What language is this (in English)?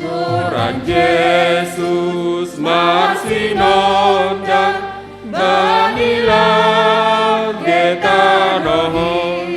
Batak Simalungun